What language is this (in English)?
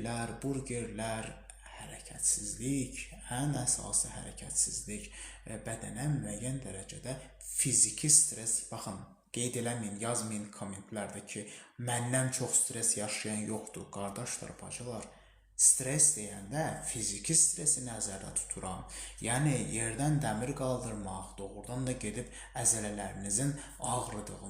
Azerbaijani